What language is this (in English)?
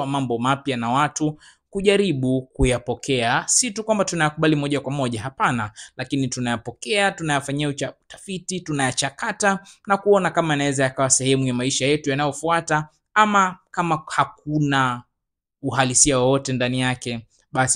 Swahili